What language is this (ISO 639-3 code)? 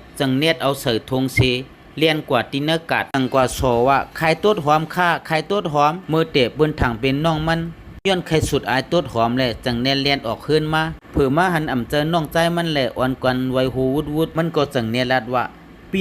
shn